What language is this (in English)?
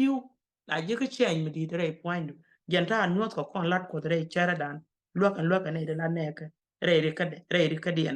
Nuer